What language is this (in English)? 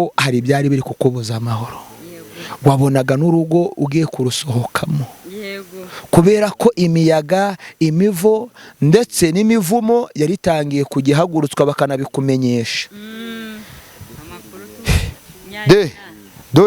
Kinyarwanda